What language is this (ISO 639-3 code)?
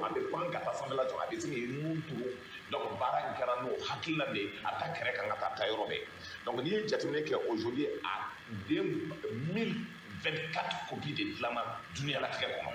bam